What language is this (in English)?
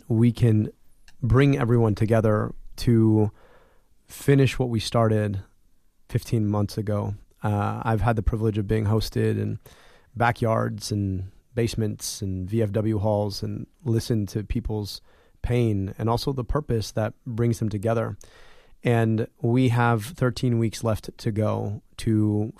English